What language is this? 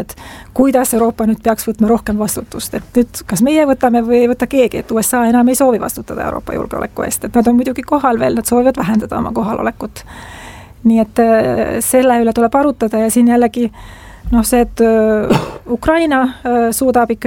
Estonian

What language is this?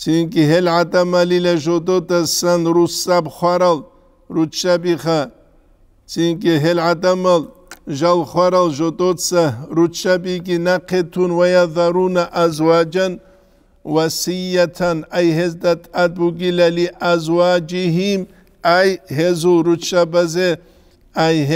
Avaric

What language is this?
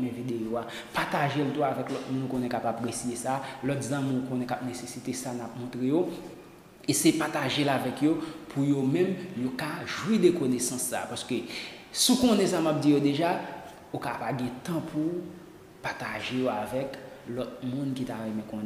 Haitian Creole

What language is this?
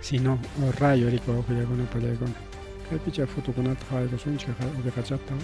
Ayacucho Quechua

